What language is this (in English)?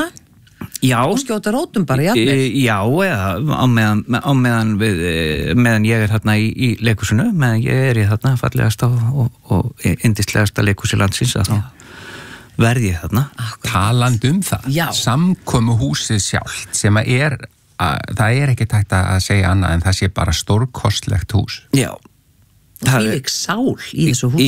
Icelandic